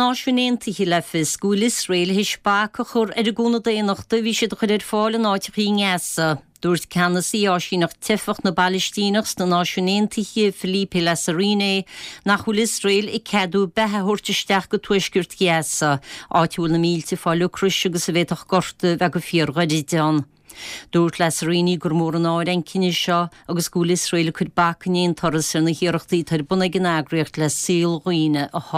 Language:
Irish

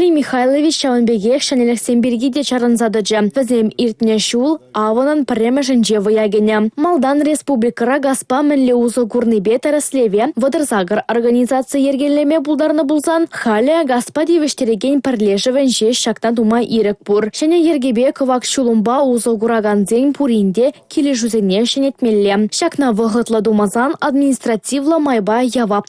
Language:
Chuvash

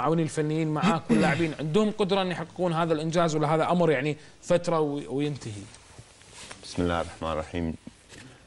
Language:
Arabic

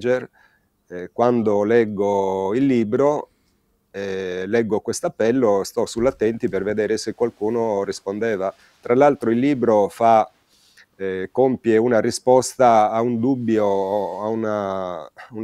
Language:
Italian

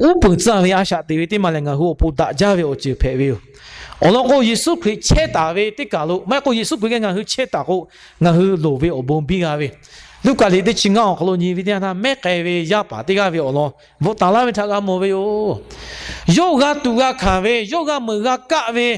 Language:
Lahu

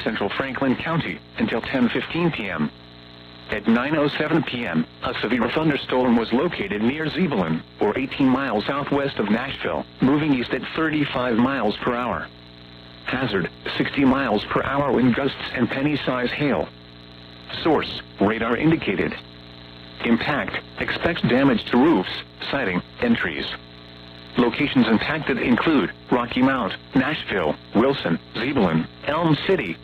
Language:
English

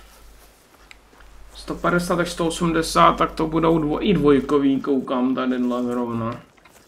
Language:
Czech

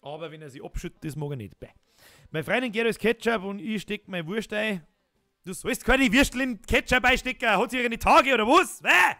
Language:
Bavarian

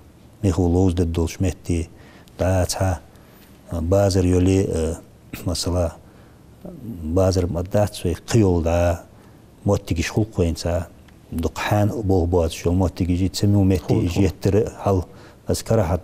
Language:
Ingush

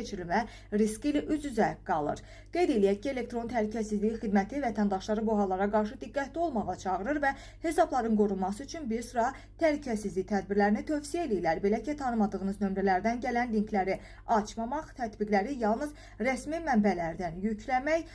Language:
Azerbaijani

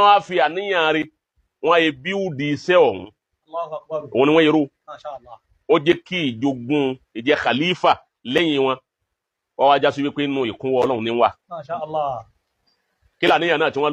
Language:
Yoruba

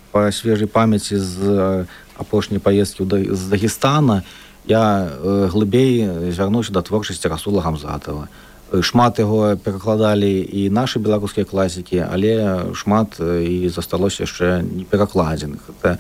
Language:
Belarusian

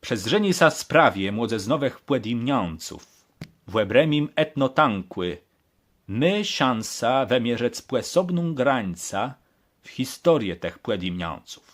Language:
Kashubian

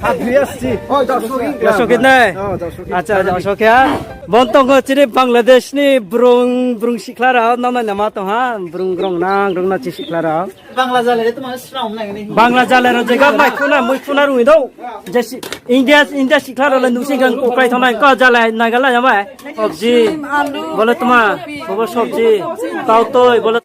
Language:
Riang (India)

